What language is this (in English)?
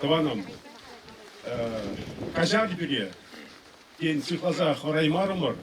Chuvash